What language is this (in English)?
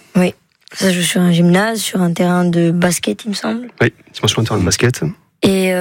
French